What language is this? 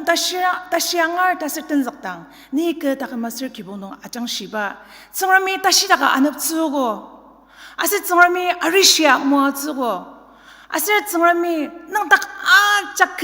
Ao Naga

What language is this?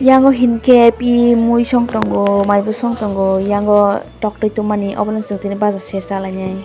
Kok Borok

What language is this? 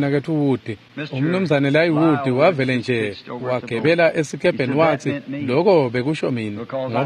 Swati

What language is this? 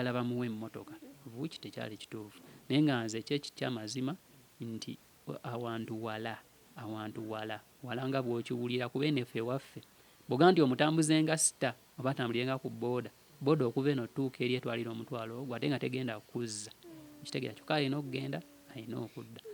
Ganda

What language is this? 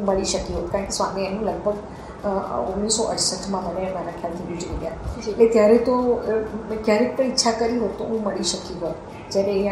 Gujarati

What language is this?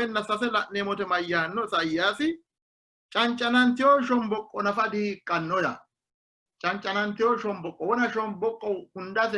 Sidamo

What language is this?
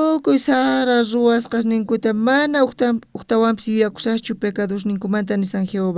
South Bolivian Quechua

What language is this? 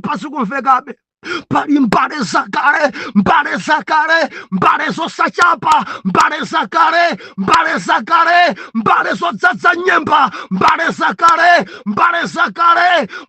Nyanja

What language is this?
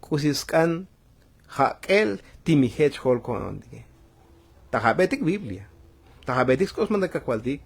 Tzotzil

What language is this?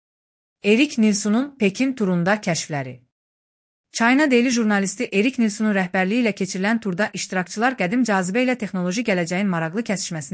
Azerbaijani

